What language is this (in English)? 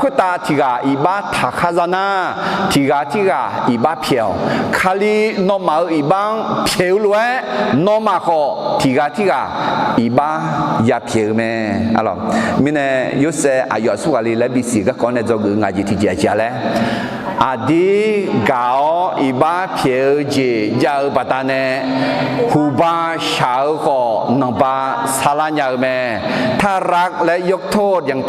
Akha